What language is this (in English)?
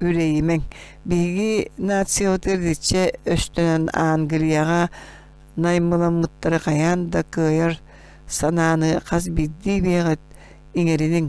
Yakut